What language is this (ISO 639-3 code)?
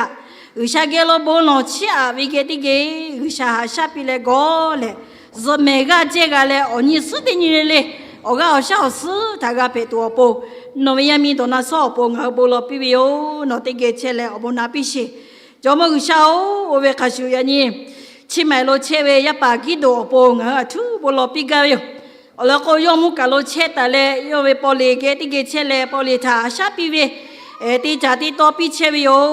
lhu